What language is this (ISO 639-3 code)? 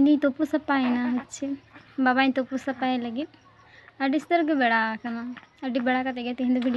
sat